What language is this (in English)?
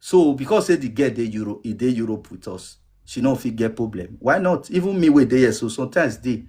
Nigerian Pidgin